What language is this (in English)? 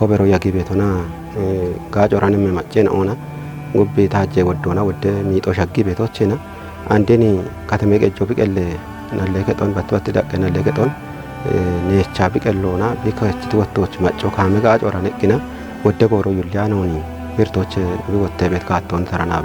Kafa